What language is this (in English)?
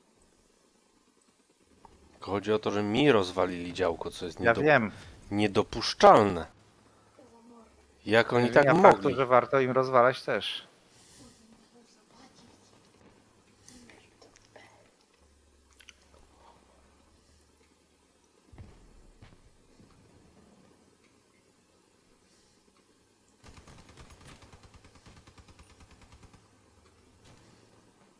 Polish